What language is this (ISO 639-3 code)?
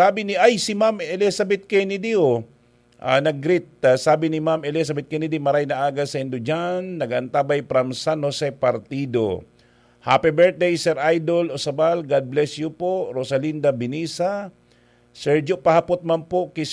bik